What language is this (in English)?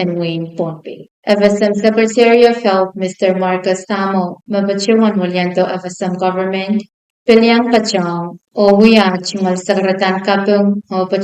Pohnpeian